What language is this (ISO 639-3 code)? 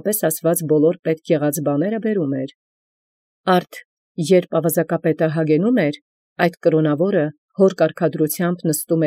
hye